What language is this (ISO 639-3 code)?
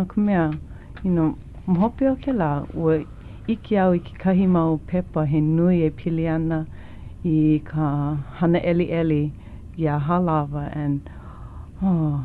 haw